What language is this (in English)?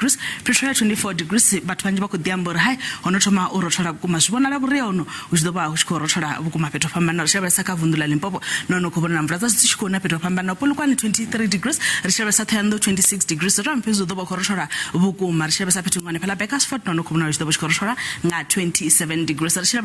Venda